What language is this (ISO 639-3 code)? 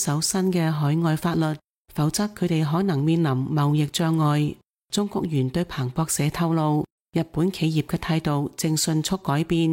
yue